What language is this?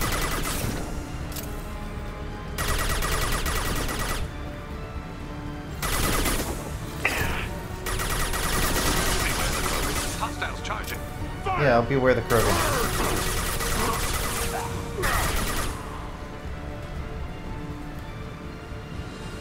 English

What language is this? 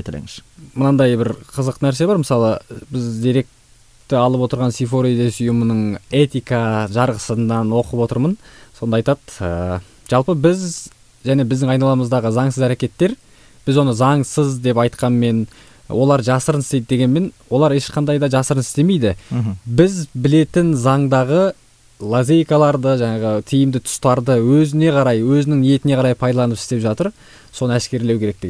Kazakh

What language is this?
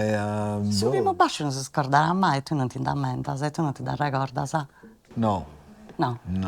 Sardinian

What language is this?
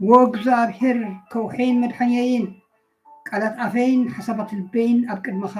Tigrinya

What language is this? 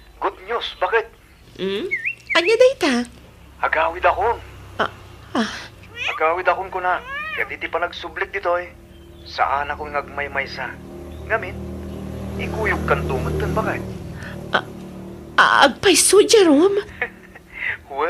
Iloko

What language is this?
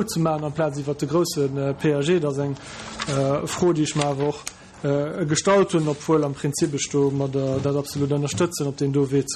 Luxembourgish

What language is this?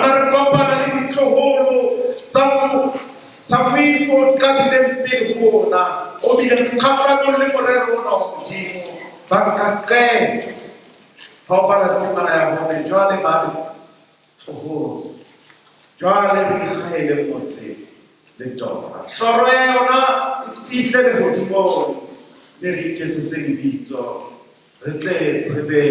Southern Sotho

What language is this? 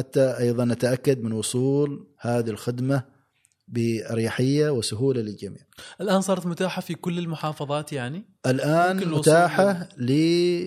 Gulf Arabic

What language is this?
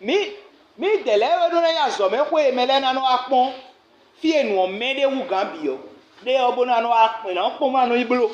Fon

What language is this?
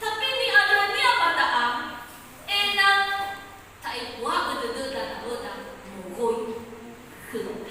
Nias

